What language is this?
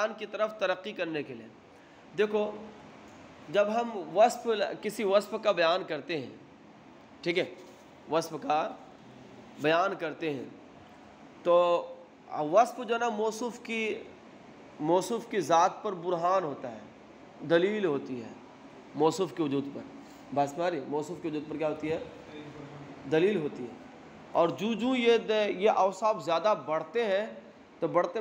Urdu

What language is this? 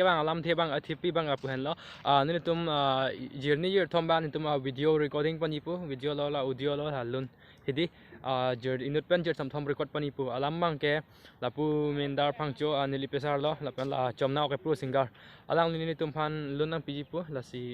Karbi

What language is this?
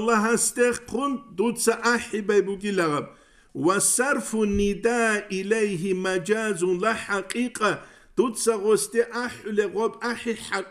Avaric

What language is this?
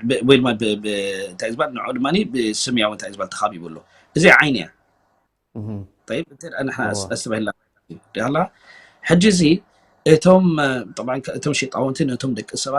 Tigrinya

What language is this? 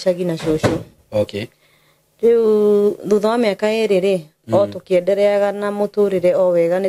Kikuyu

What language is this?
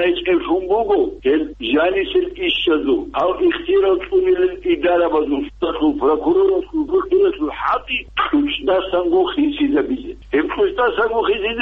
Avaric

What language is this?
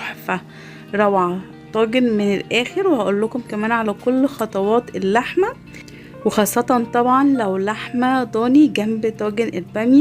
Egyptian Arabic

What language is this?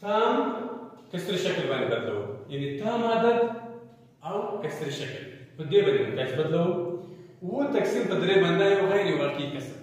Pashto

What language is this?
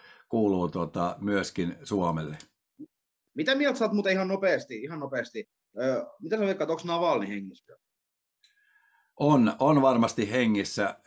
Finnish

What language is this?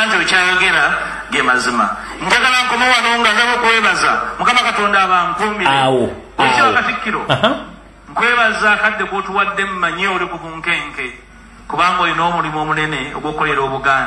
Ganda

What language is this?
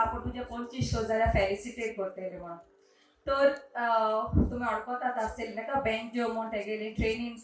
Konkani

